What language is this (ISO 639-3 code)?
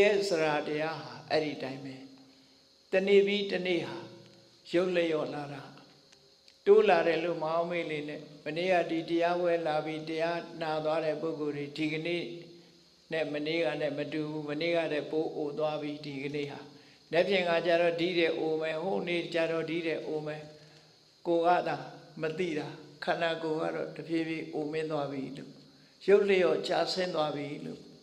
mya